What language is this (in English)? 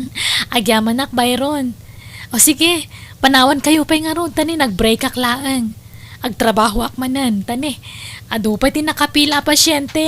Iloko